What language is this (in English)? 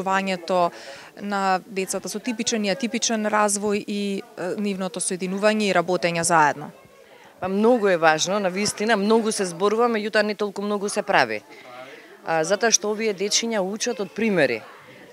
Macedonian